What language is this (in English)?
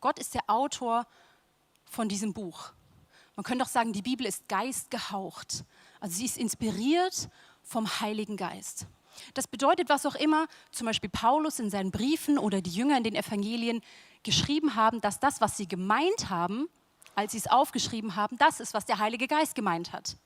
Swiss German